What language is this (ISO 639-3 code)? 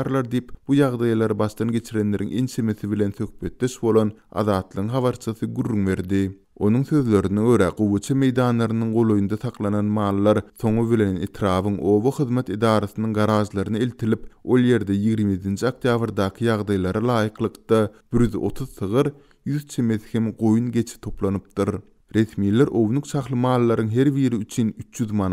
tuk